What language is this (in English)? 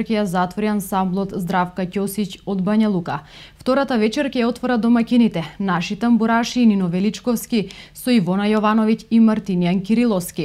Macedonian